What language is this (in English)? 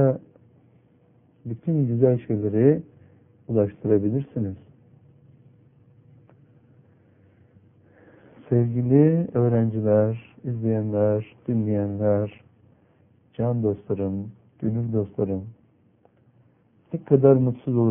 Turkish